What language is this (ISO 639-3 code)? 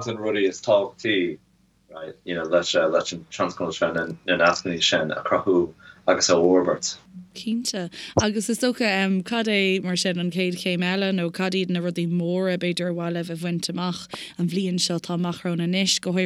gle